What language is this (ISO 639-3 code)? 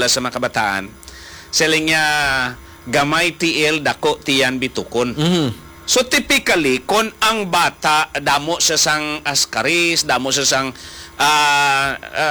hil